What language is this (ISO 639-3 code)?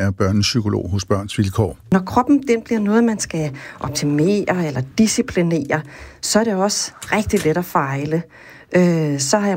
dan